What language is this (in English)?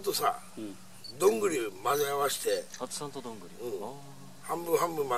Japanese